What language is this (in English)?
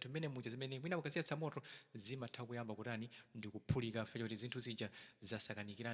Nyanja